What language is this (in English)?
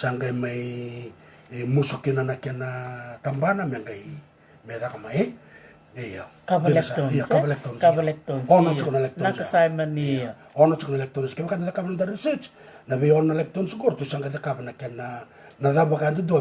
Fijian